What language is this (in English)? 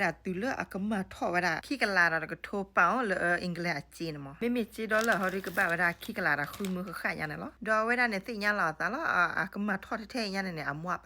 S'gaw Karen